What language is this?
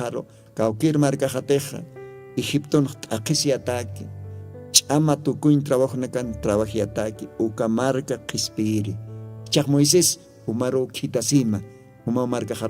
Aymara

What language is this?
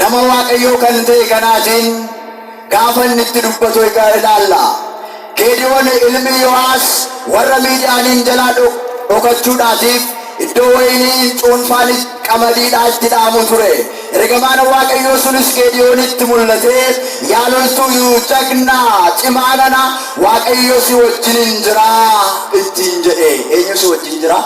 Oromo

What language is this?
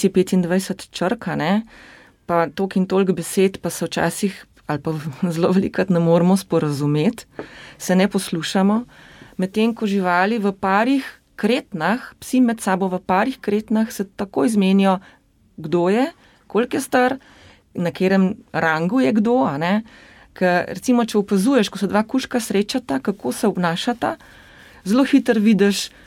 Slovenian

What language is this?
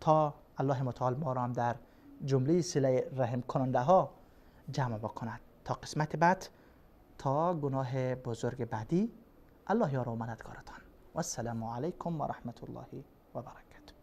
Persian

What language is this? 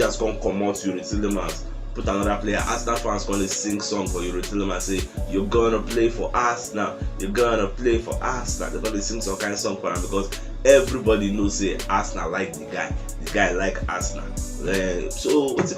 Nigerian Pidgin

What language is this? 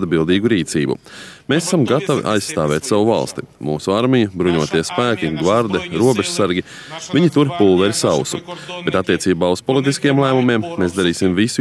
Latvian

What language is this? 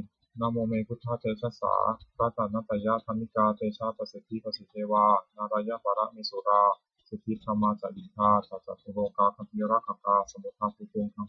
Pali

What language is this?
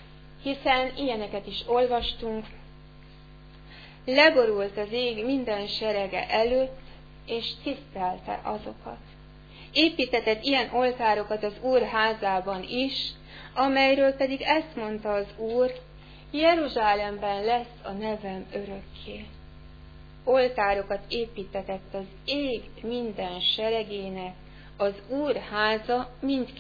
Hungarian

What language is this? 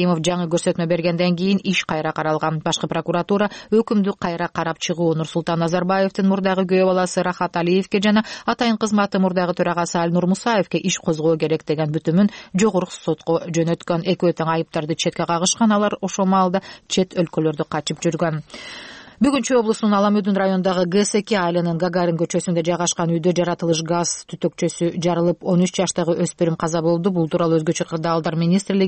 Kyrgyz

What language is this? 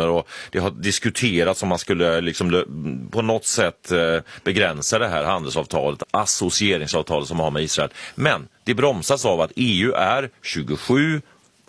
Swedish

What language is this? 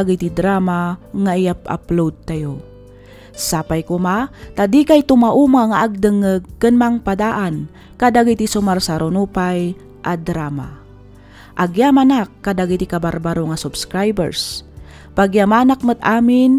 Iloko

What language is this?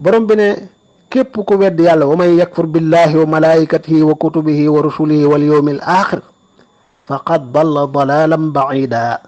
Wolof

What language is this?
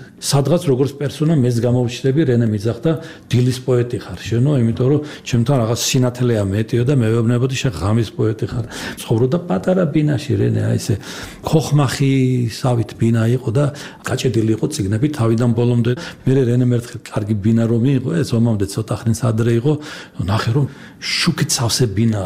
Georgian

